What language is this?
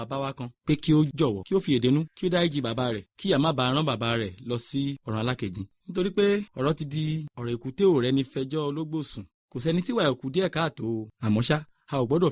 Yoruba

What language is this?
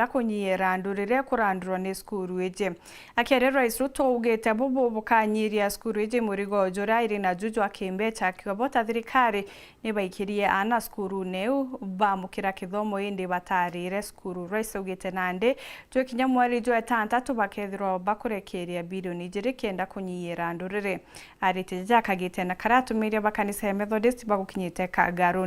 Meru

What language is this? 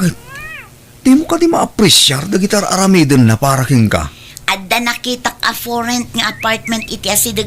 Iloko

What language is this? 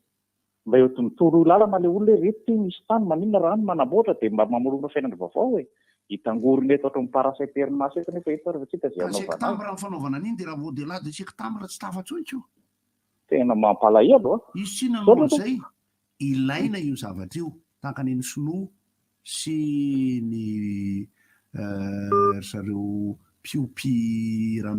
Malagasy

